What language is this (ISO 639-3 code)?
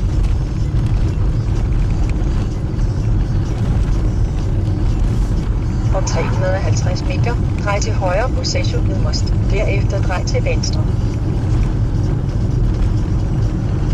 dan